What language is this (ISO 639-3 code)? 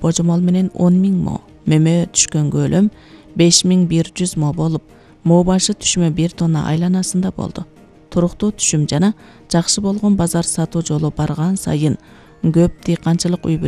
kir